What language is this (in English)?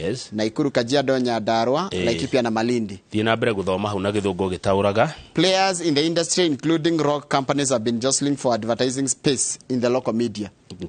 Kikuyu